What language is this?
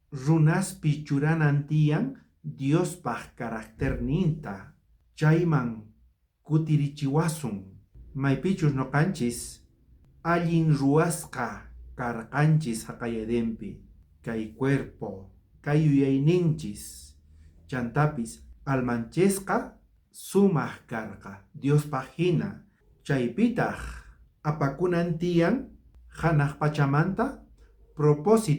South Bolivian Quechua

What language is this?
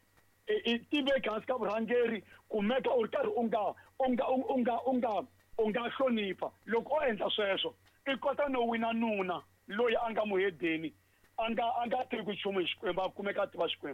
Tsonga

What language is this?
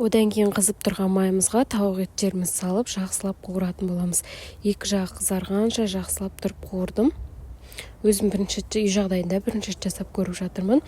Kazakh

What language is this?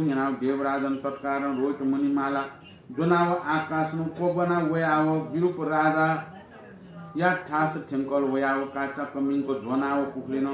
Newari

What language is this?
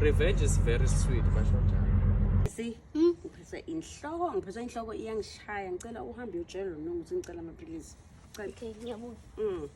Zulu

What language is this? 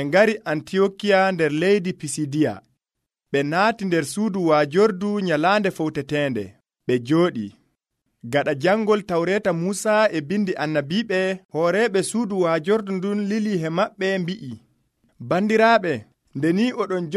Nigerian Fulfulde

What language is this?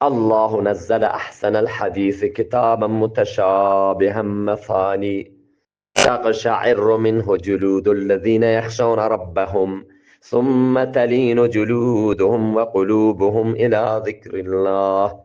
Eastern Balochi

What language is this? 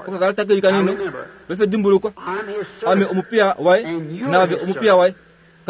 Kuanyama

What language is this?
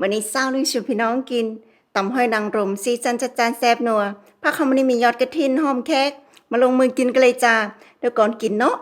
Northeastern Thai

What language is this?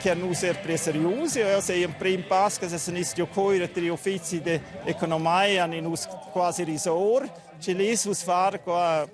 Romansh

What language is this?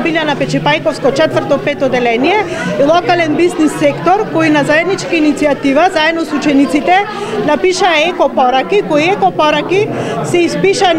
Macedonian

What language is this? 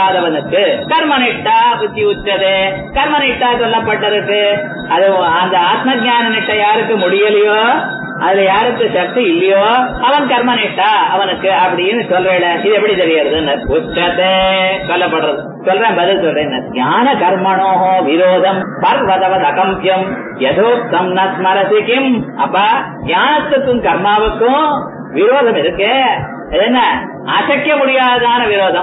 Tamil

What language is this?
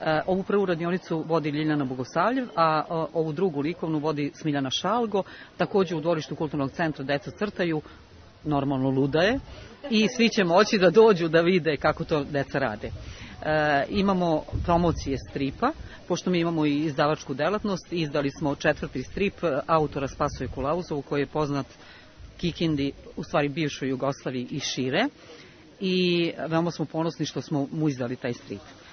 Serbian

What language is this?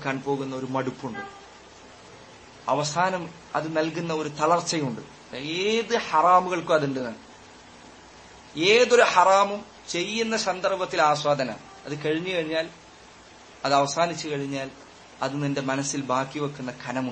Malayalam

